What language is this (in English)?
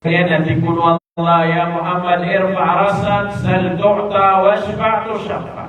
Maranao